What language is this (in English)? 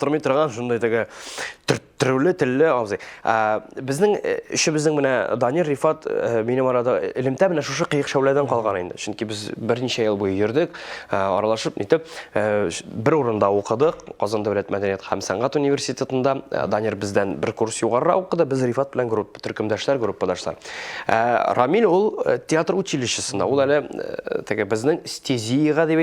Tatar